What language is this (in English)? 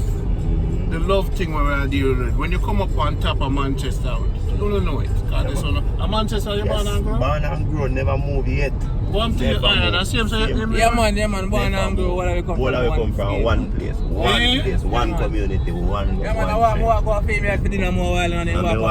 Jamaican Creole English